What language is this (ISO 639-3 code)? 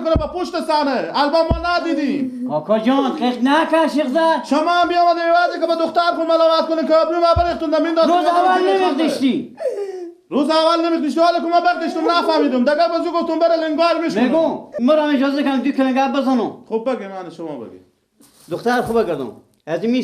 fas